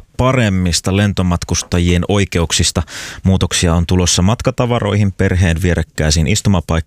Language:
Finnish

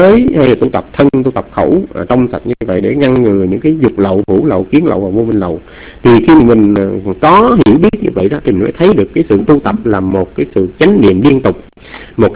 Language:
Vietnamese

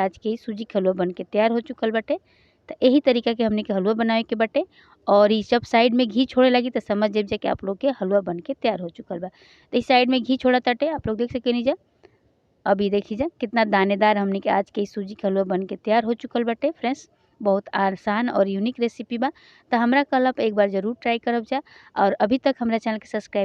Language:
Bhojpuri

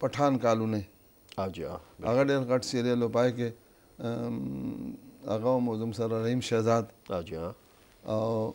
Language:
Pashto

